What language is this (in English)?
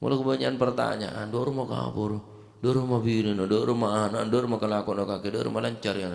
Madurese